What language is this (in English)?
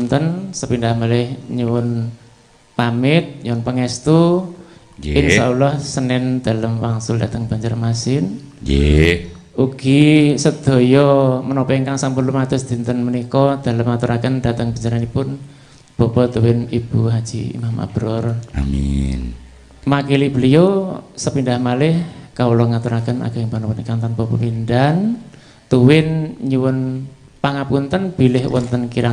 Javanese